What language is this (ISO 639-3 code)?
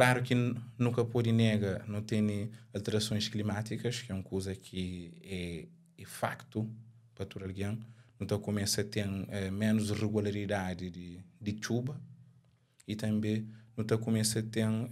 kea